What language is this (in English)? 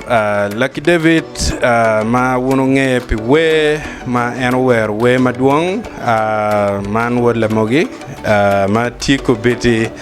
Acoli